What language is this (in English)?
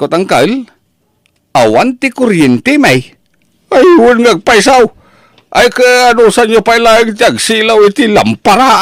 Iloko